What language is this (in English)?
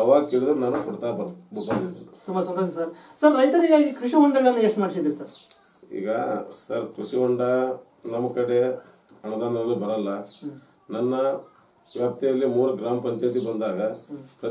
Kannada